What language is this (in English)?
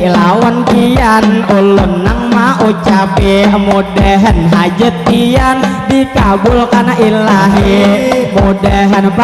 Banjar